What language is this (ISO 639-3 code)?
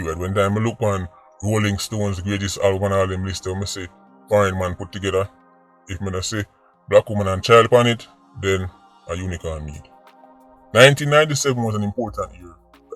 jam